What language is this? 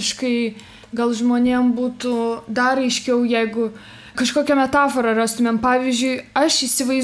Lithuanian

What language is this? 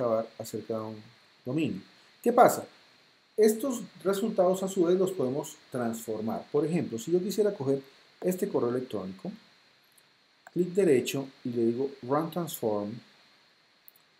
Spanish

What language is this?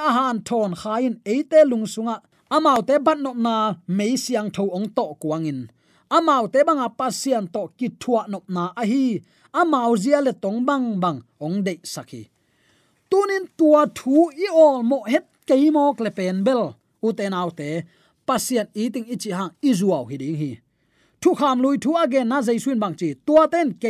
Tedim Chin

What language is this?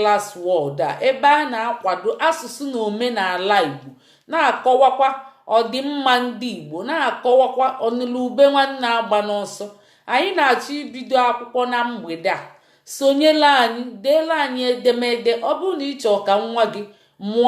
Igbo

